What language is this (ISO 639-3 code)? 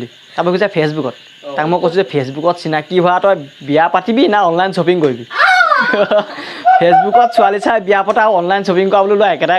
asm